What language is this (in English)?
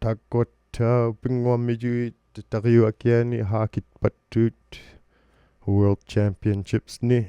Inuktitut